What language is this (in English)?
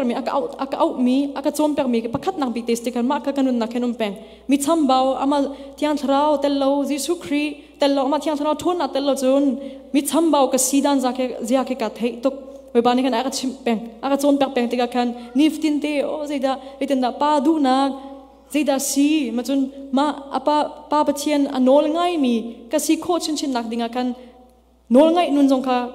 Hakha Chin